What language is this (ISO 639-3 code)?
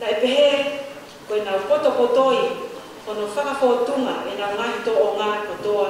ton